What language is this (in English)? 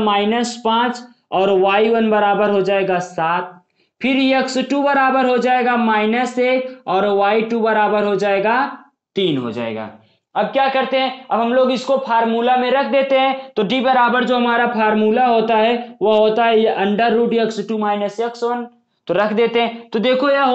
Hindi